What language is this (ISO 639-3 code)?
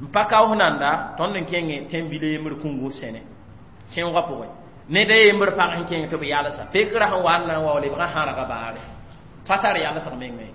mos